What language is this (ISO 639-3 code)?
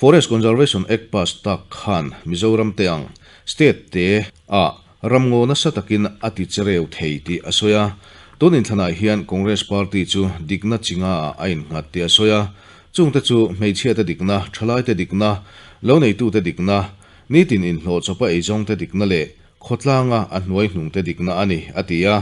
lus